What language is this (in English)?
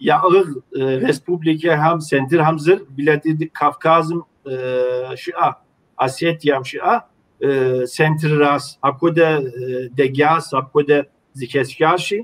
Kabardian